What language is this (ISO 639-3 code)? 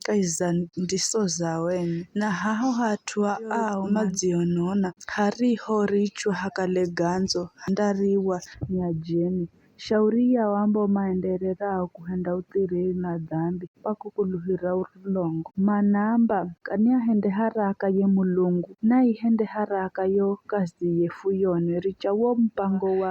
nyf